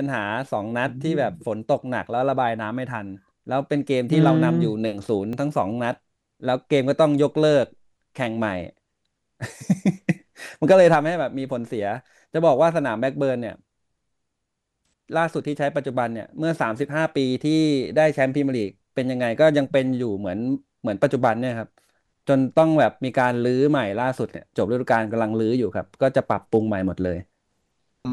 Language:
Thai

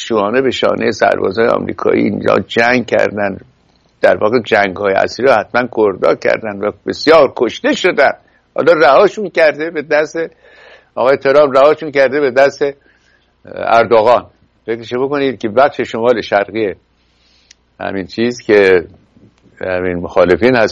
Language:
Persian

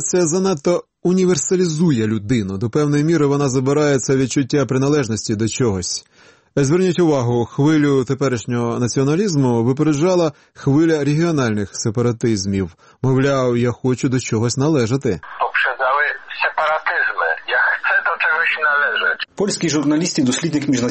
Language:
Ukrainian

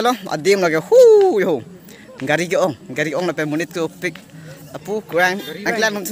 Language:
Karbi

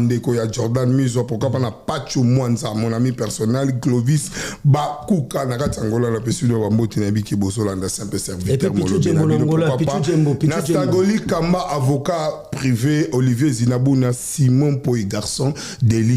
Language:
Lingala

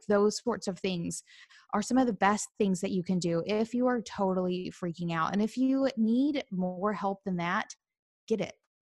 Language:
English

